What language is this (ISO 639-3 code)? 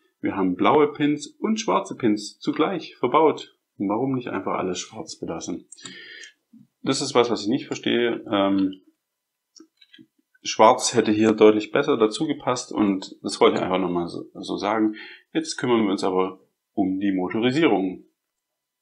deu